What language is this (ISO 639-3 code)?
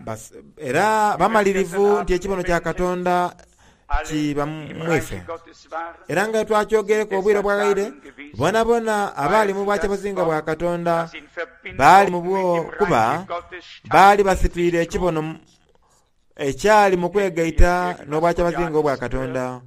xog